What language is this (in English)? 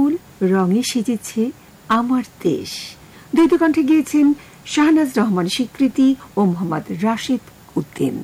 Bangla